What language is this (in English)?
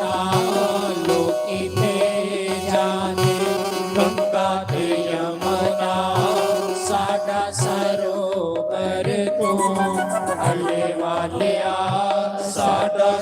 Dogri